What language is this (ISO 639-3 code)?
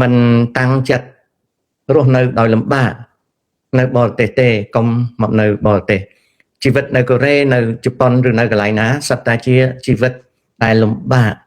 khm